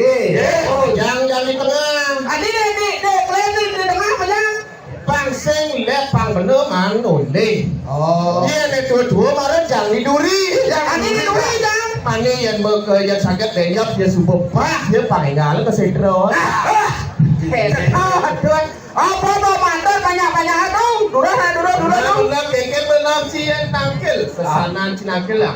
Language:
Balinese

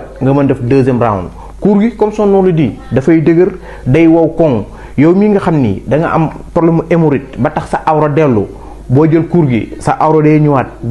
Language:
Wolof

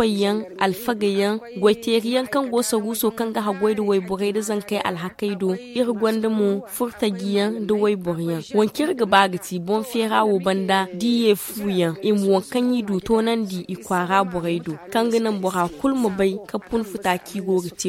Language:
Zarma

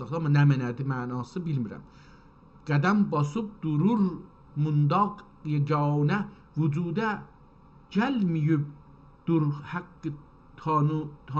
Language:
South Azerbaijani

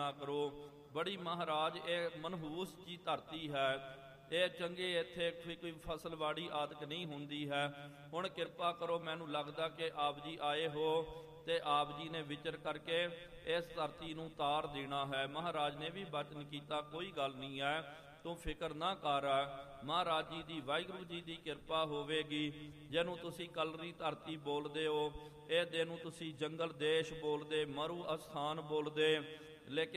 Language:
Punjabi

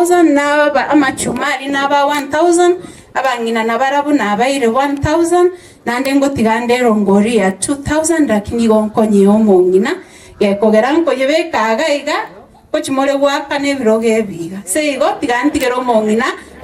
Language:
Gusii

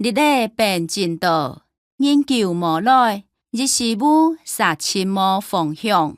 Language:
Hakka Chinese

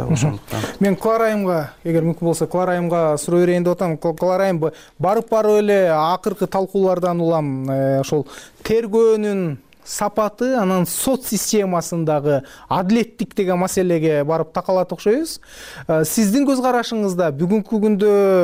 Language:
Kyrgyz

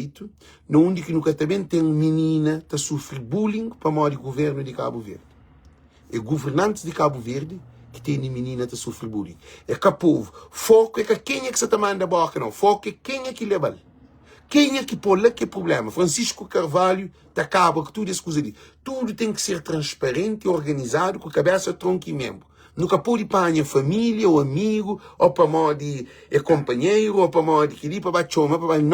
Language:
Kabuverdianu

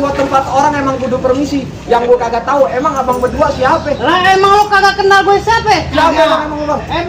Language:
Betawi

